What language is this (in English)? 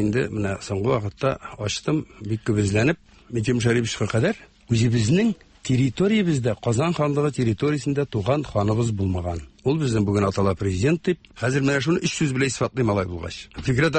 Tatar